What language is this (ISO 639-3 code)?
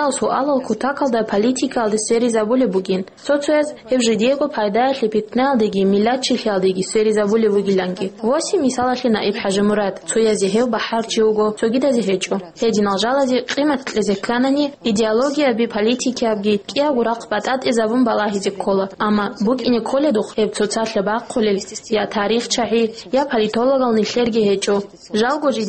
ava